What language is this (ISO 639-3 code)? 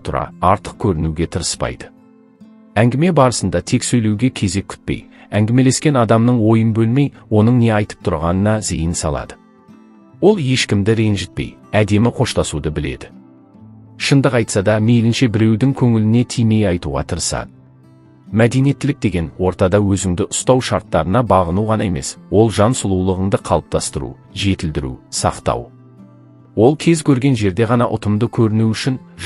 kaz